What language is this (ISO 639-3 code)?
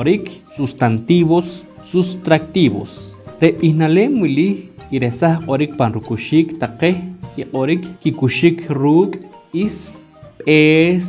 poh